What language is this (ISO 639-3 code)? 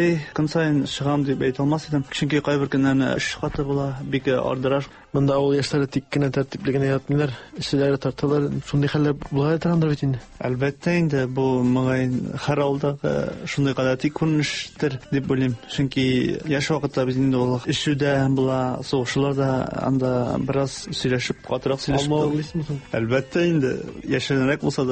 tat